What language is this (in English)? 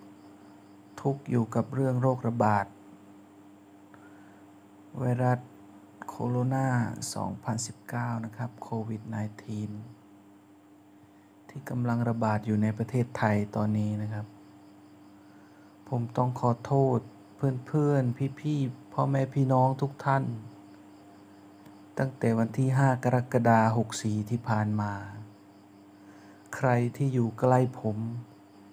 Thai